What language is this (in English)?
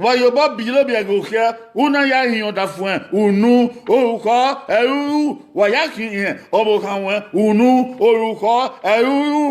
Bini